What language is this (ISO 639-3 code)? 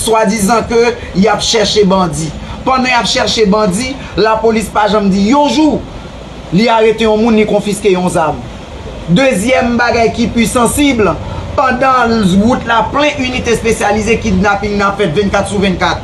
hat